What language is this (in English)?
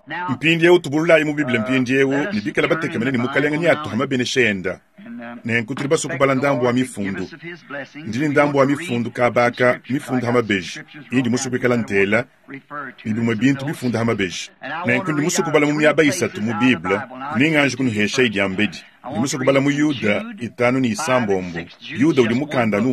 Luba-Lulua